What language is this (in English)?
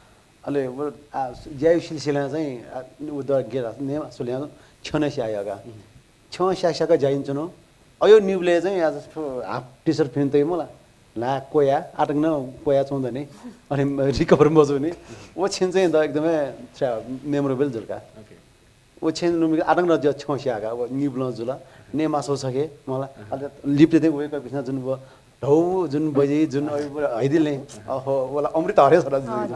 Newari